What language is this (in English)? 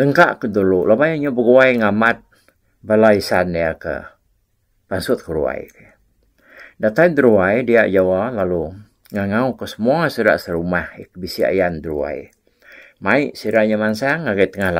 Iban